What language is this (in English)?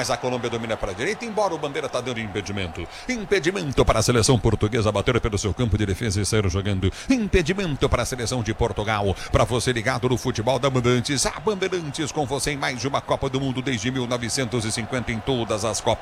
Portuguese